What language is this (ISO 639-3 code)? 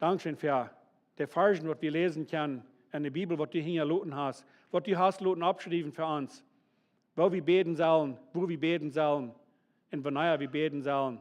pdt